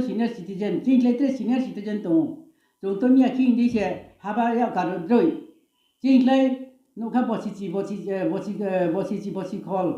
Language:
Riang (India)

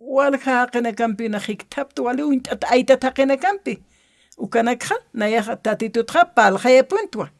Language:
Aymara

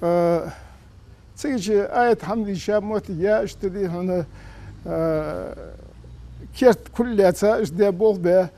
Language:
Ingush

